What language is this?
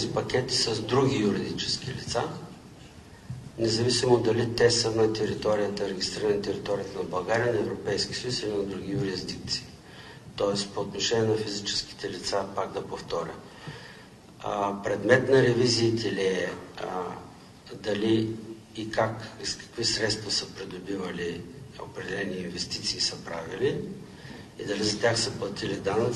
Bulgarian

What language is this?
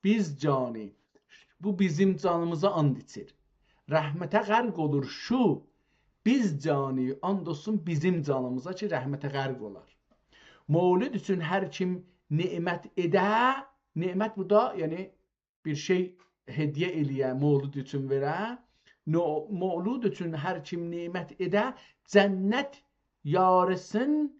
South Azerbaijani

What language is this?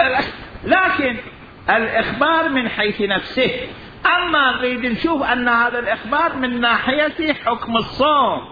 Mesopotamian Arabic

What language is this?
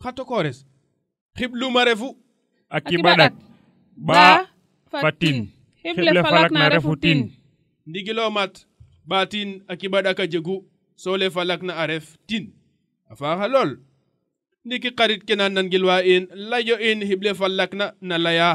Serer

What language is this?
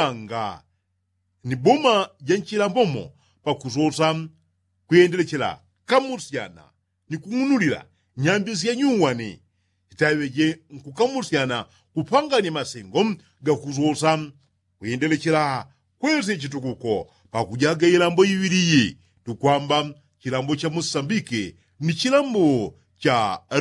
Yao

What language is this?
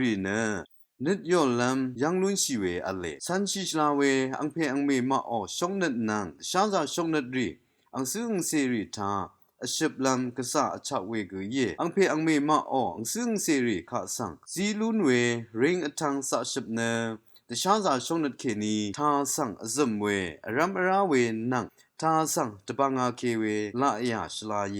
Rawang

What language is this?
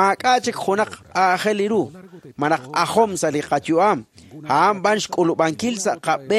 Kekchí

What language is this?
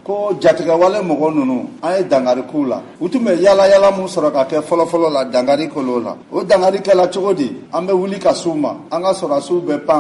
Bambara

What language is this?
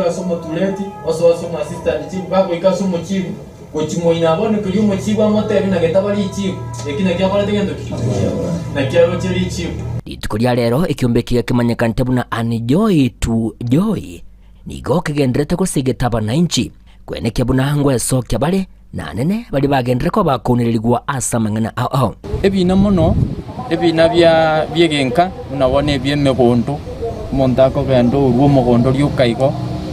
Gusii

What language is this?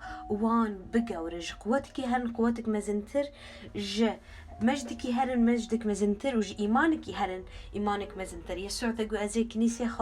Kurdish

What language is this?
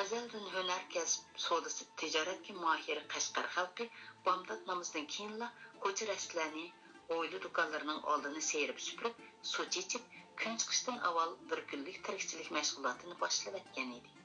Uyghur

